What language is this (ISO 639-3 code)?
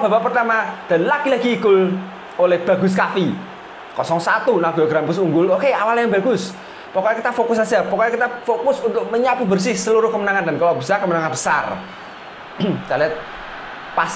ind